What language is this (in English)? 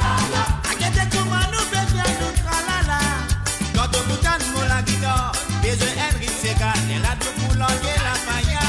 Morisyen